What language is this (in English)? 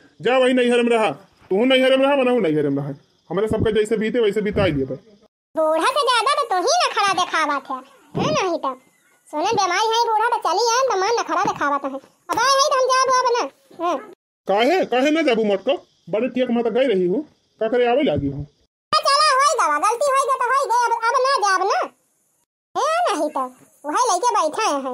Awadhi